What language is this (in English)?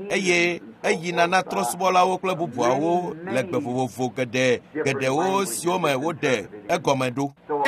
Ewe